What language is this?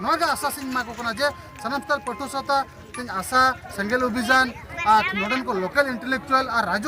Santali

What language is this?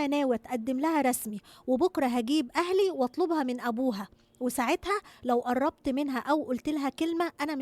Egyptian Arabic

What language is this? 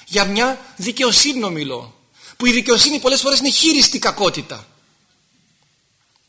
Greek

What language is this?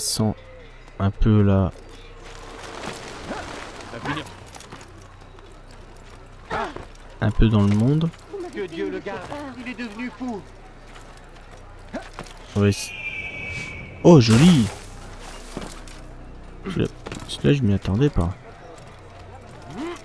French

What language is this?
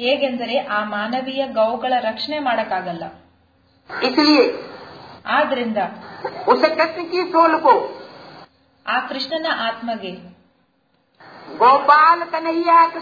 Kannada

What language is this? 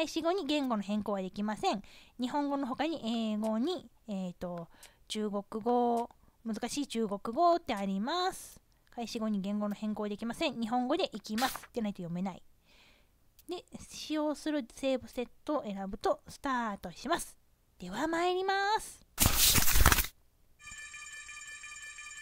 Japanese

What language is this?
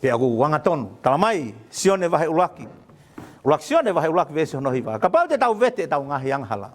Tongan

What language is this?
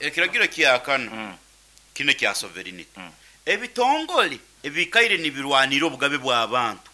Nyankole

